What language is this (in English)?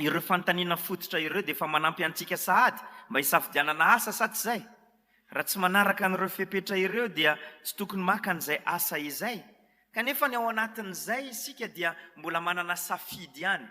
Malagasy